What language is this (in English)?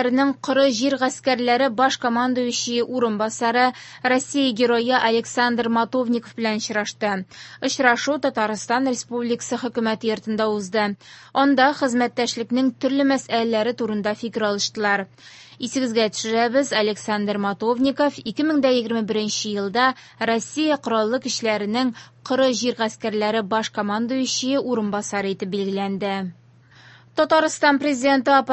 Tatar